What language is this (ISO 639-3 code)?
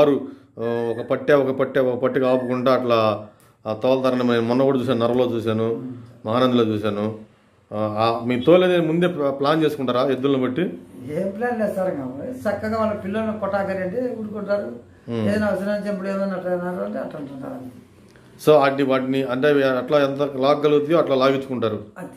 tel